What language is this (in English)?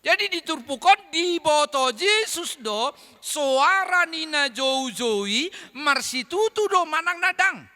Batak Toba